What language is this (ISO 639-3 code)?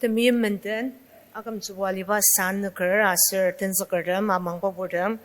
njo